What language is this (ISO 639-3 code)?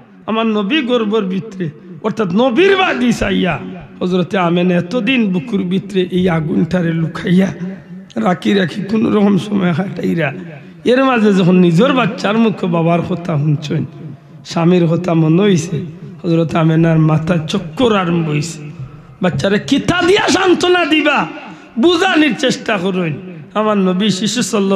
syl